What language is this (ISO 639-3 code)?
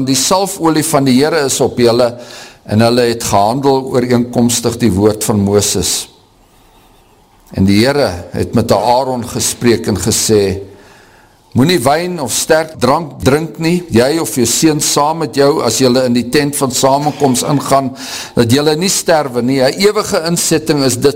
afr